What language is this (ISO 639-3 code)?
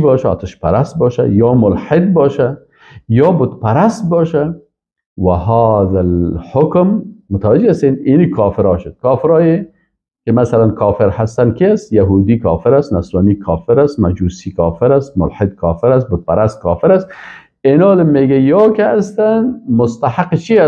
fas